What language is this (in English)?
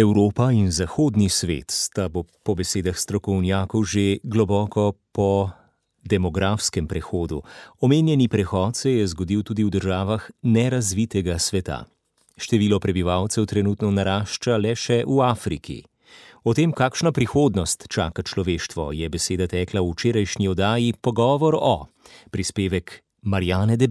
Slovenian